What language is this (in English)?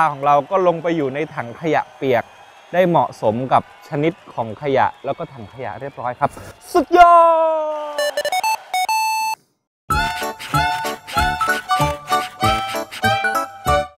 Thai